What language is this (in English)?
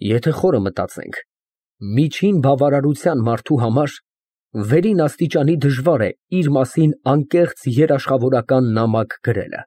Armenian